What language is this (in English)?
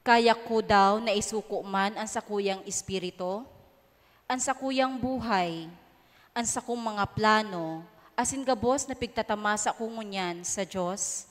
Bikol